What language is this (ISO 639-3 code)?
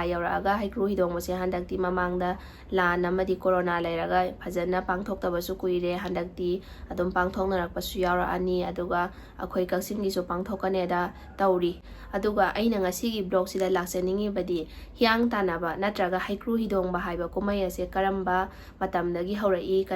mni